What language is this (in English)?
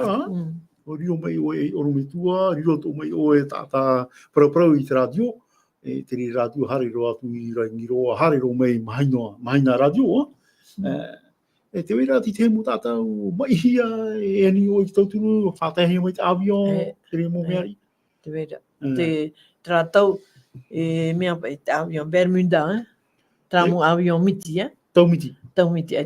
Tahitian